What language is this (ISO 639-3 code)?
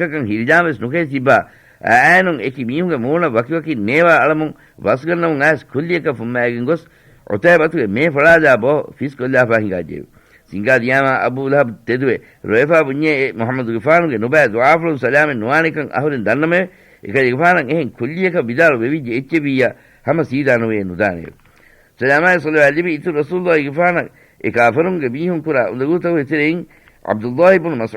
div